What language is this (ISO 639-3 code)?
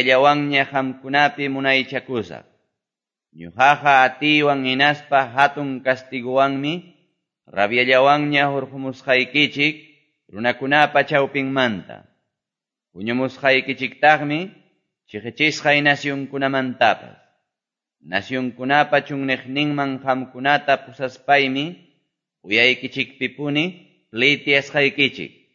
que